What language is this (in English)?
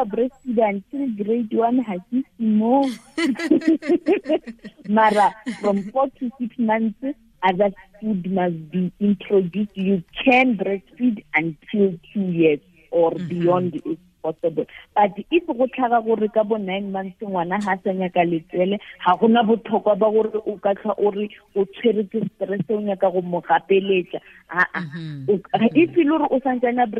Tswana